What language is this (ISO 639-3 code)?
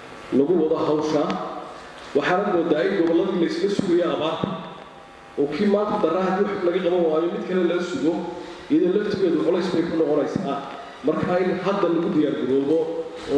som